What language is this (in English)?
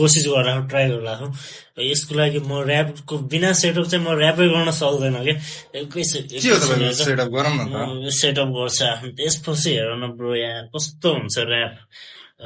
Nepali